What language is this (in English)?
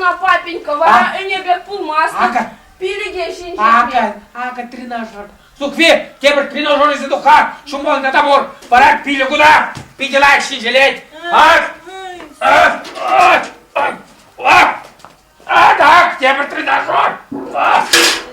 Chuvash